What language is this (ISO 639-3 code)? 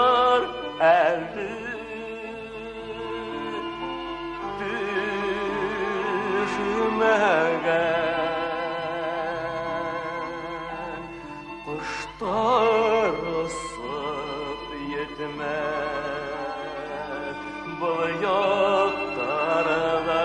bak